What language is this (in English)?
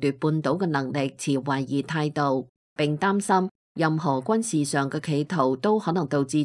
Cantonese